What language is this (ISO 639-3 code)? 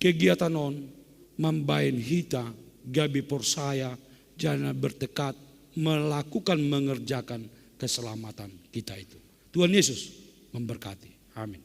bts